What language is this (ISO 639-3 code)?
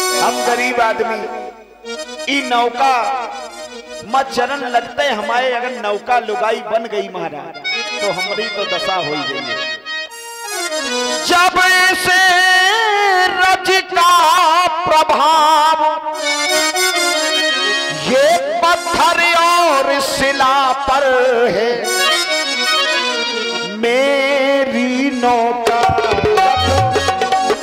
hin